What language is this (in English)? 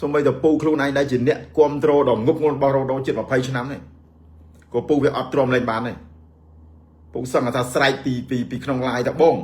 Khmer